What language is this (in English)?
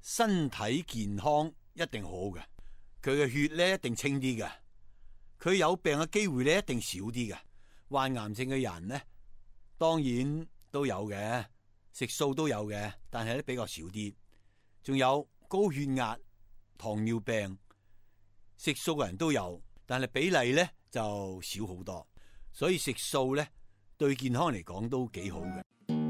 Cantonese